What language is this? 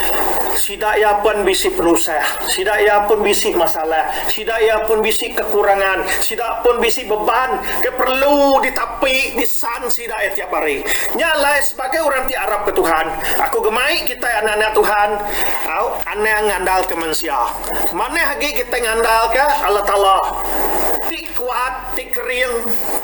Iban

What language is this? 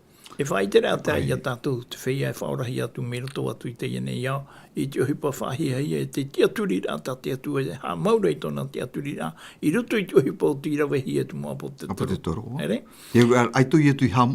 Tahitian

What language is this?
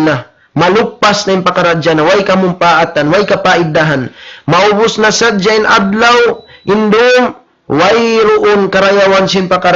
Tausug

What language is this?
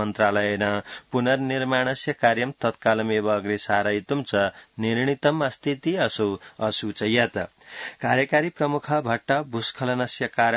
Sanskrit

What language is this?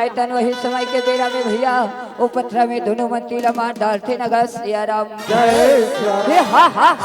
Chhattisgarhi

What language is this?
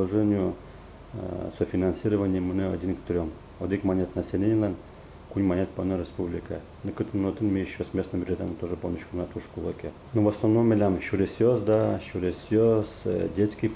Udmurt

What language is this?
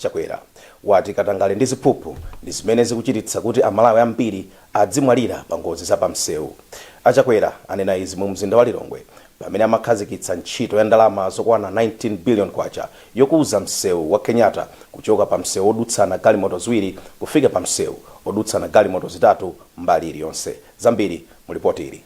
Nyanja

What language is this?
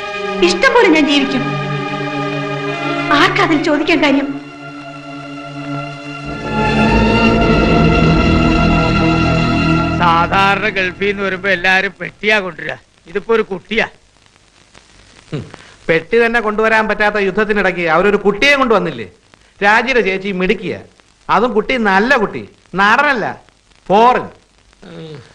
Malayalam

